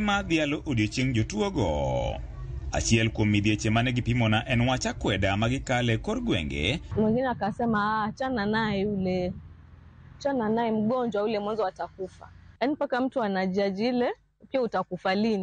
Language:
Luo (Kenya and Tanzania)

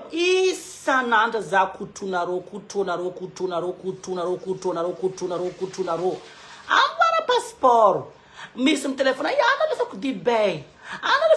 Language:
Malagasy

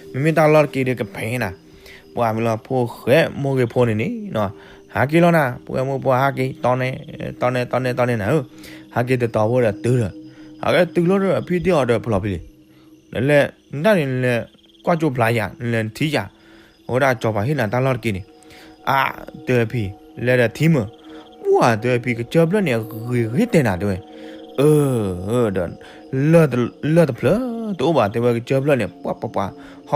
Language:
S'gaw Karen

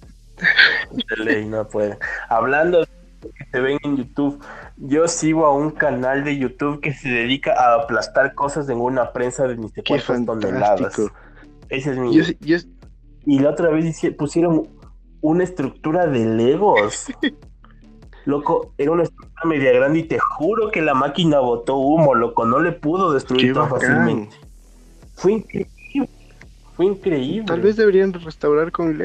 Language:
Spanish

